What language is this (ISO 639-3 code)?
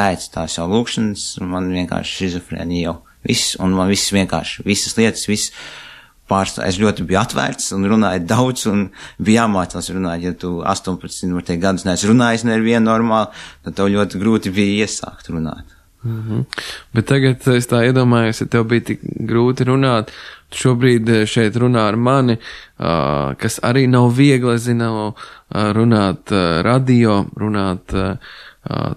lav